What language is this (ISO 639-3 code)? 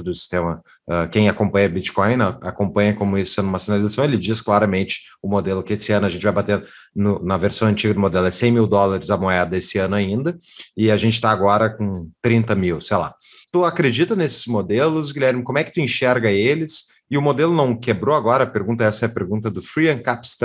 por